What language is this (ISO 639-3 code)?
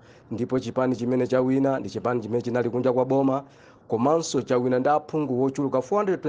nya